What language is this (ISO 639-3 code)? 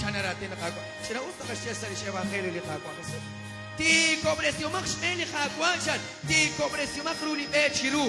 kek